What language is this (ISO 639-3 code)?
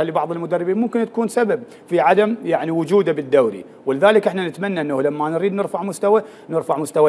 acm